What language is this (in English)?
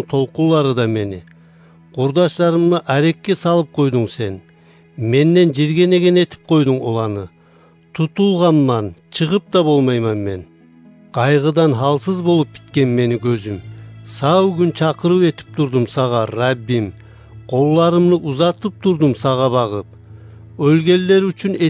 Kumyk